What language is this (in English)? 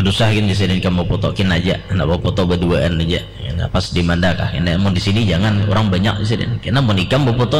Banjar